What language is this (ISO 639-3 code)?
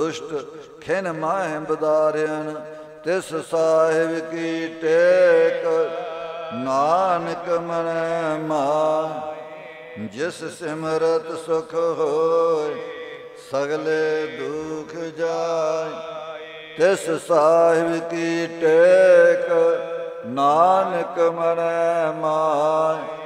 pan